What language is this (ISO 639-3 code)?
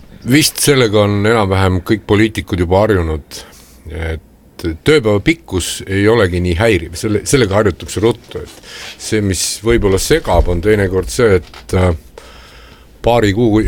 est